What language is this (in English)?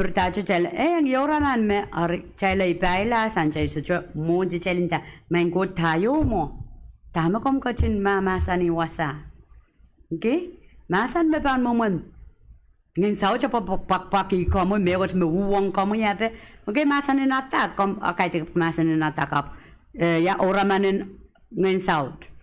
Pohnpeian